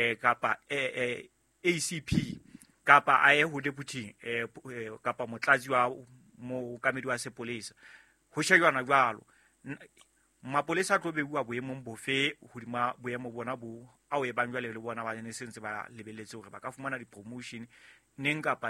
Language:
Southern Sotho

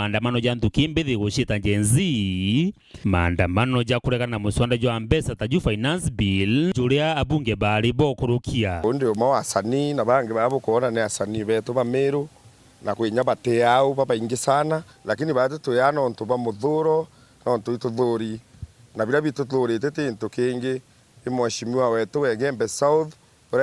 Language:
Meru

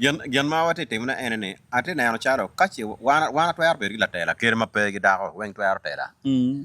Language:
Acoli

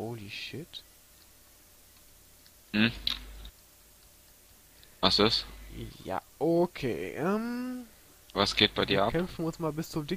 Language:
German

